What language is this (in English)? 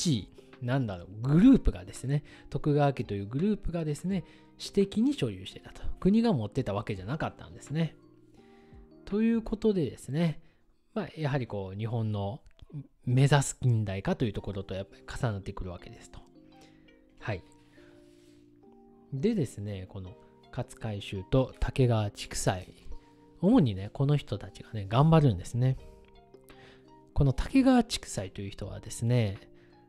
Japanese